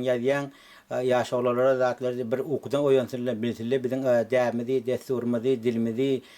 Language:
Turkmen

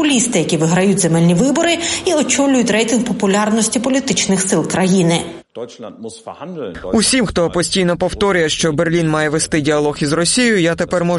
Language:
Ukrainian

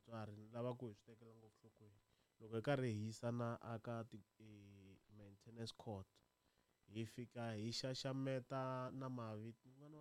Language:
Tsonga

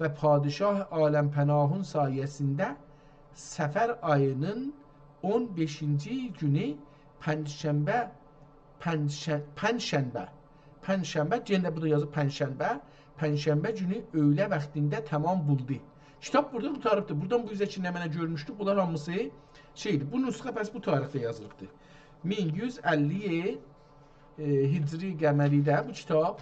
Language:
South Azerbaijani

